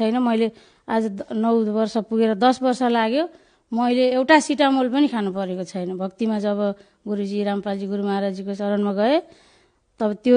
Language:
Nepali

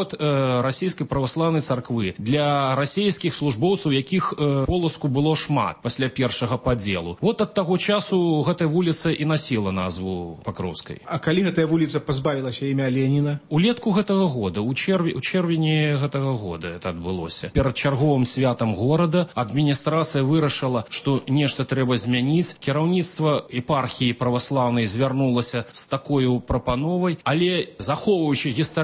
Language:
Belarusian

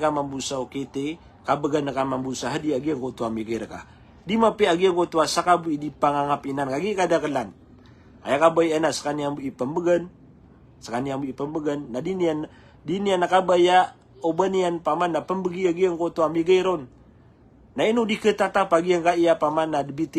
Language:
Maranao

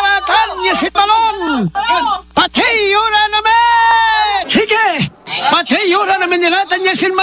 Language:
Pangasinan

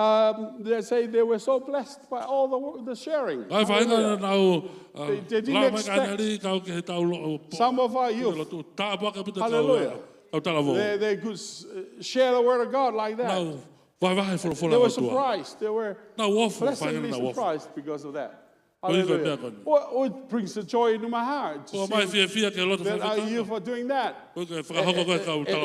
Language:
Tongan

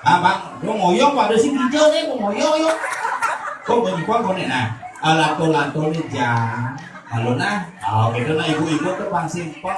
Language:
Balinese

